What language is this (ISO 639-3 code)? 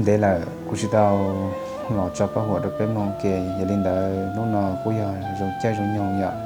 hmn